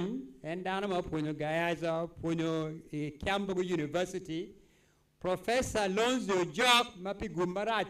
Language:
Acoli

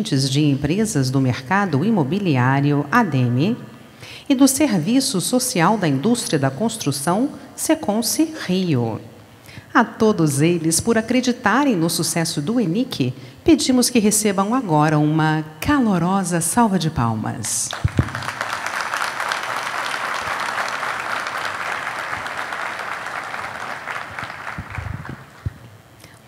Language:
Portuguese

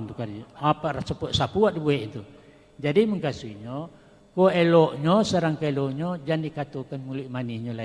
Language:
Minangkabau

